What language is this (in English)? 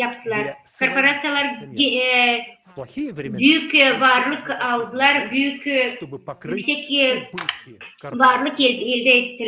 Gagauz